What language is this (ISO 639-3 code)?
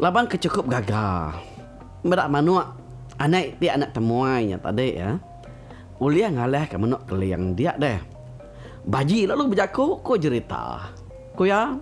iba